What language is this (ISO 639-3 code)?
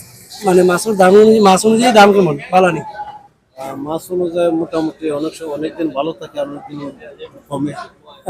syl